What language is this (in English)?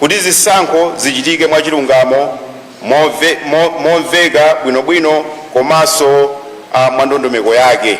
Nyanja